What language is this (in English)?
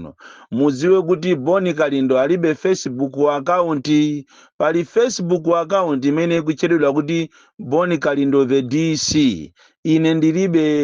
Nyanja